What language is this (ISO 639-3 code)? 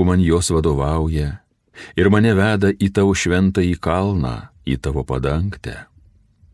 lit